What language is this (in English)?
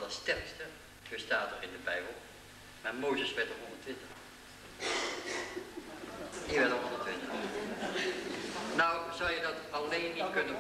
Dutch